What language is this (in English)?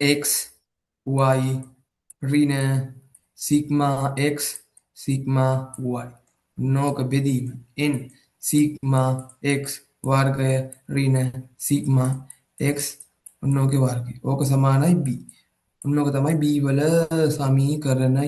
Sinhala